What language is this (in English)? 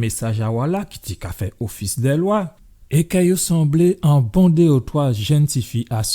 Guadeloupean Creole French